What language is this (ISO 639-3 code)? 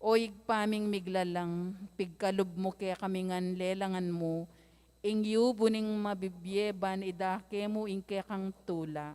pam